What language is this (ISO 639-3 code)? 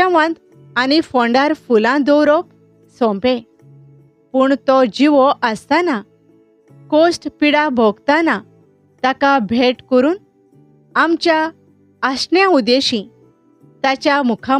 kok